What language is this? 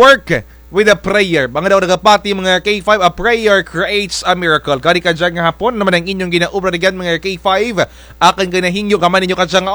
Kinaray-a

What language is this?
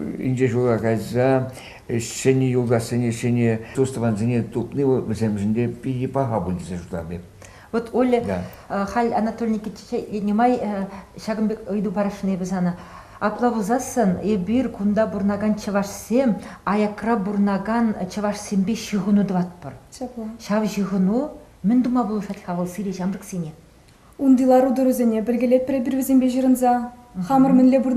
Chuvash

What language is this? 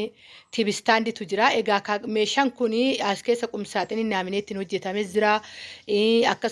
Oromo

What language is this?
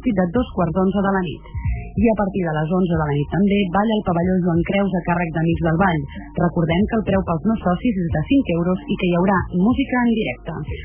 Catalan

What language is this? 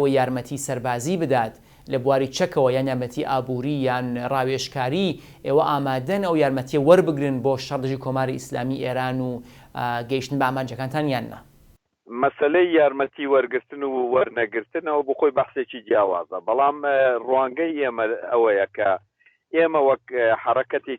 Central Kurdish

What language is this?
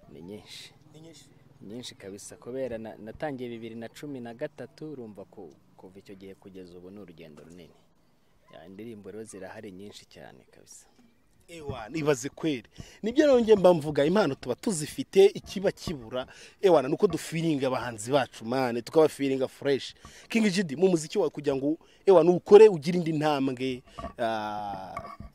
Kinyarwanda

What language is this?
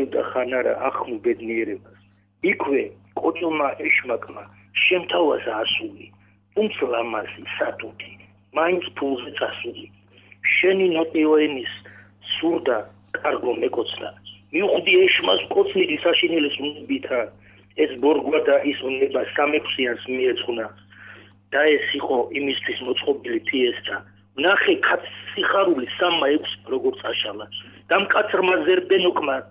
Georgian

